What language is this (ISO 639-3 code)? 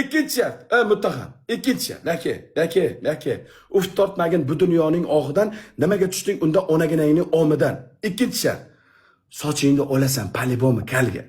uzb